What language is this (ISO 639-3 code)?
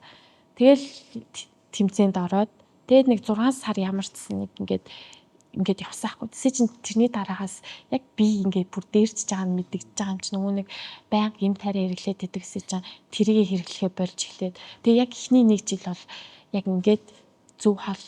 mon